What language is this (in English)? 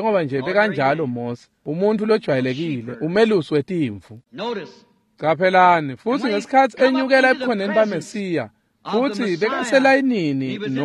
Swati